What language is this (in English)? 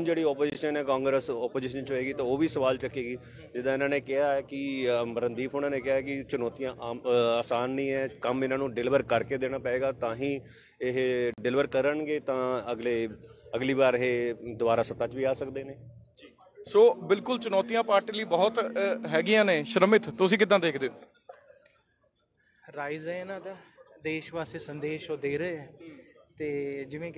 Punjabi